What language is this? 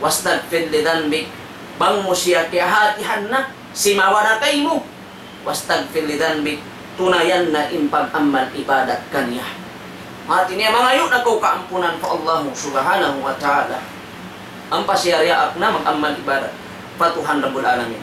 Tausug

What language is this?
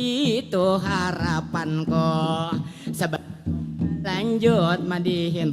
Banjar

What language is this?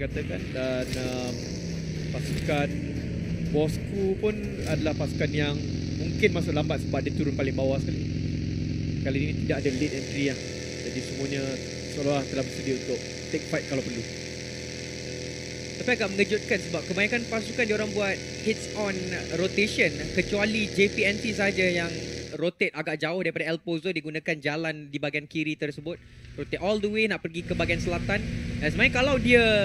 Malay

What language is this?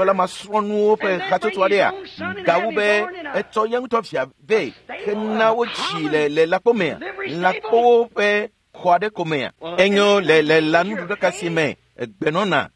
Ewe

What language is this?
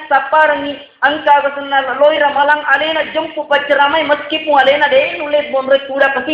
Buginese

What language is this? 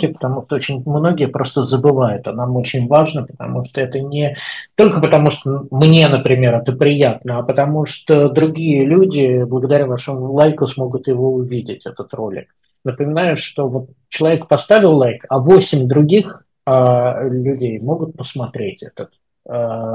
Russian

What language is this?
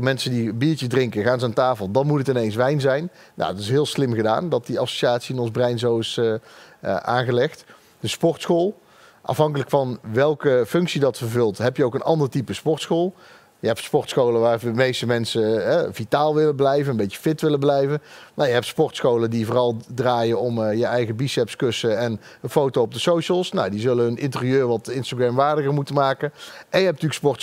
Dutch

